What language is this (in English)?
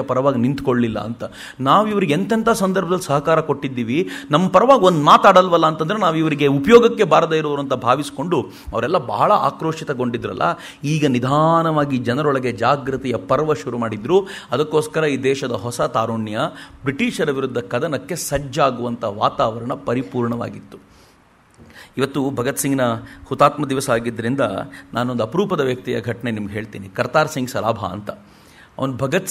Kannada